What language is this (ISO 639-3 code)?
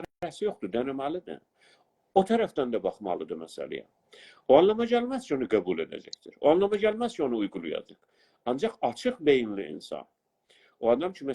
azb